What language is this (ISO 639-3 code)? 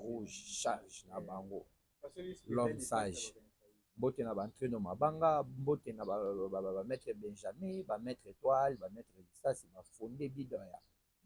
lin